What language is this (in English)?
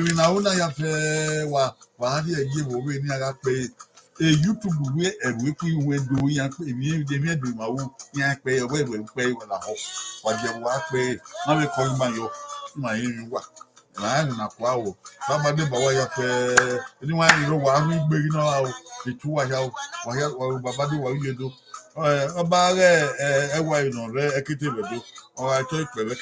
Bini